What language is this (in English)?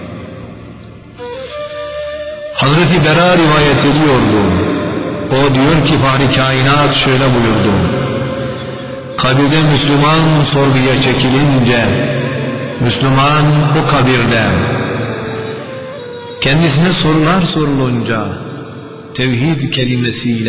Turkish